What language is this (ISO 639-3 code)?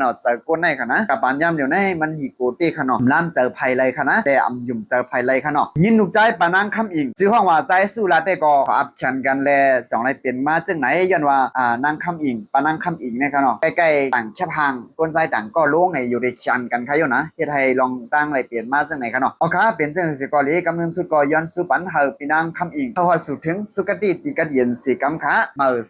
shn